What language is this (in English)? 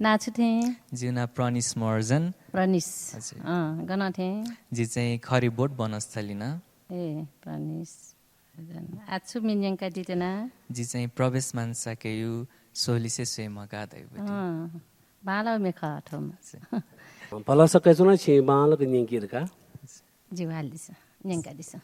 Newari